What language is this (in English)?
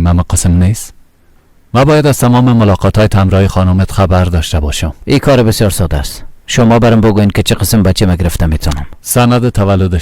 Persian